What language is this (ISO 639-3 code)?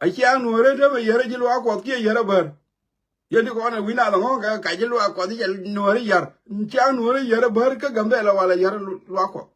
nus